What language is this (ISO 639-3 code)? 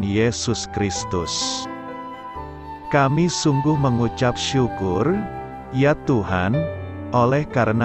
ind